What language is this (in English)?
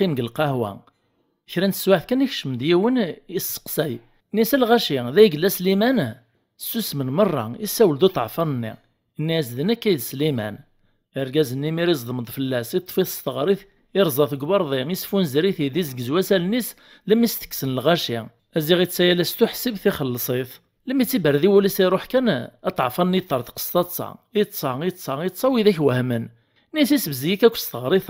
Kabyle